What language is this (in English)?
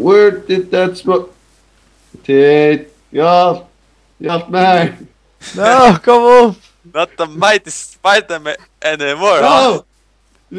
Faroese